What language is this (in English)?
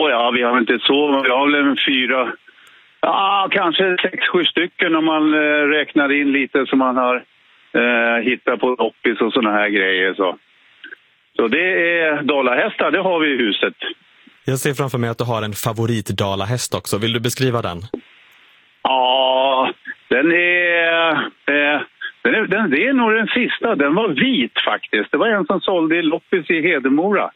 Swedish